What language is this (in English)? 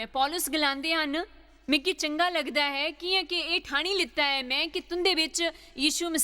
Dogri